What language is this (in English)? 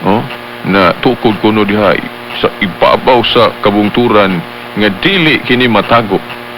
Cebuano